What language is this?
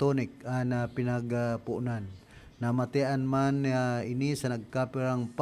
Bikol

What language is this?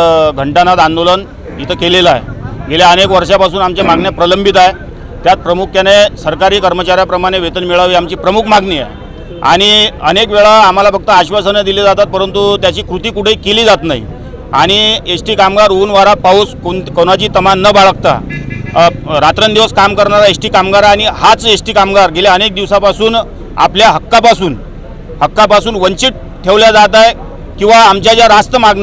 Marathi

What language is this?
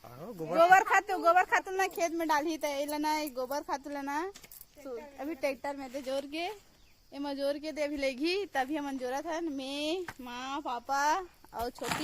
Chhattisgarhi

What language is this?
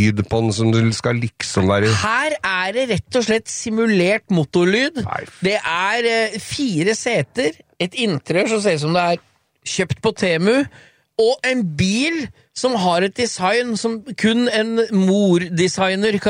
Norwegian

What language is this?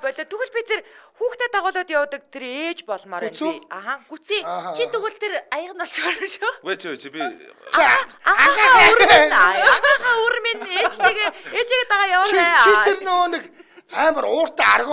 Mongolian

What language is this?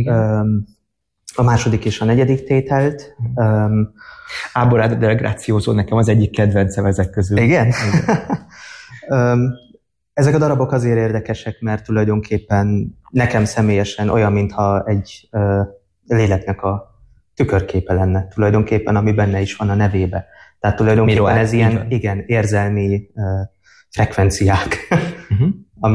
Hungarian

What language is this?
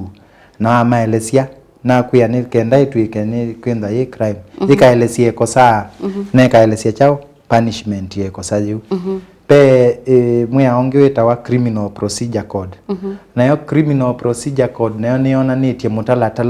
Kamba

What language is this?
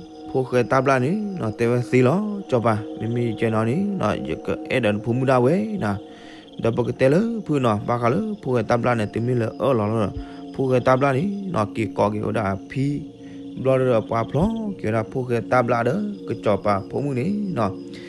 S'gaw Karen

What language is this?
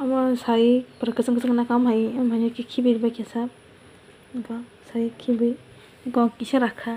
Kok Borok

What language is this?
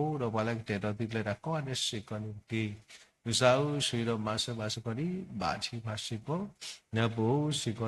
S'gaw Karen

